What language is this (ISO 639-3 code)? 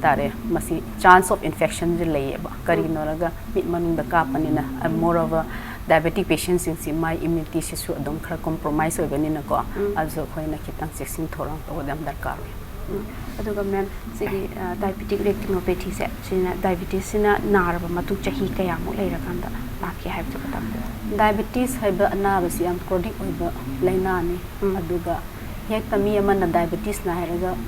mni